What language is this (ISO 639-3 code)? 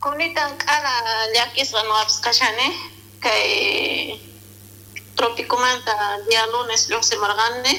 quh